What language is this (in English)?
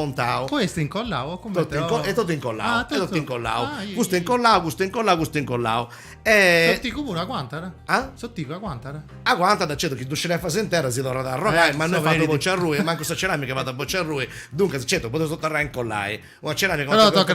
Sardinian